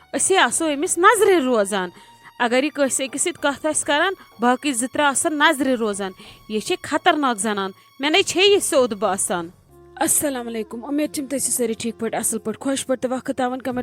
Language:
Kashmiri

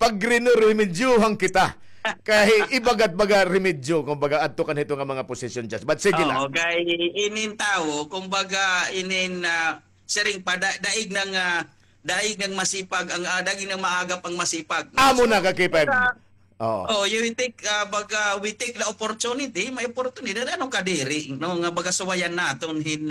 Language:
Waray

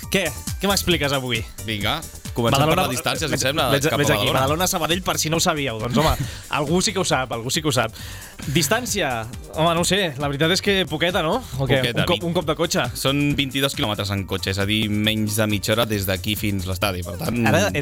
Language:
Catalan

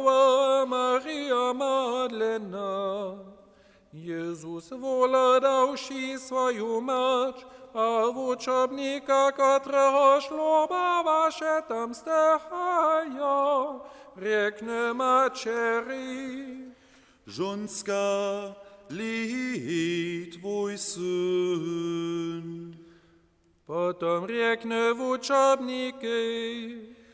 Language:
Upper Sorbian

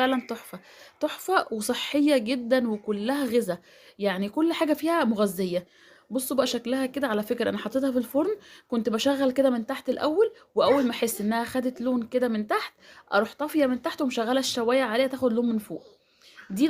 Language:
Egyptian Arabic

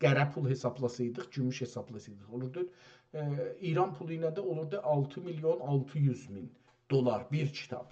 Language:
South Azerbaijani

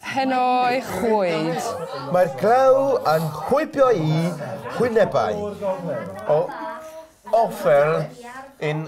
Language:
Welsh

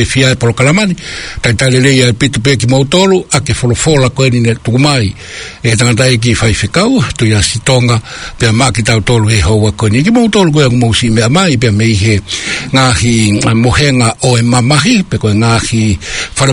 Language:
Tongan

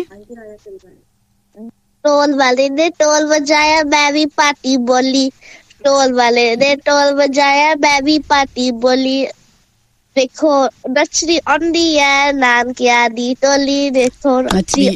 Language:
Punjabi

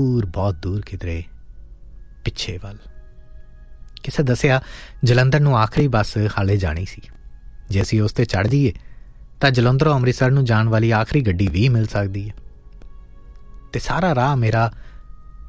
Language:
Punjabi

